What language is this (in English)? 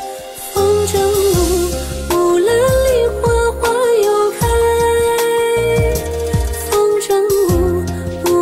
Chinese